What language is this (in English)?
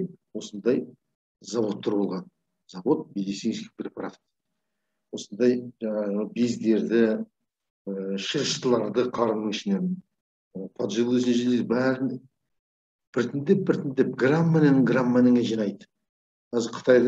Kazakh